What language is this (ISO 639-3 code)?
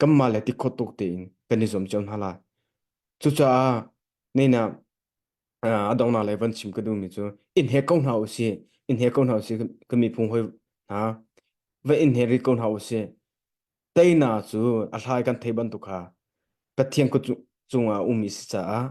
cnh